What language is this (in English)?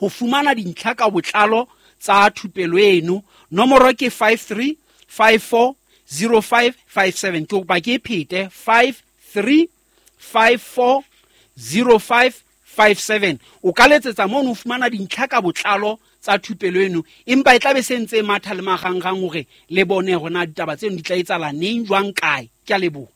Southern Sotho